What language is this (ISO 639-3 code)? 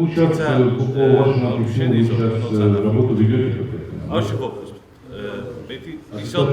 oss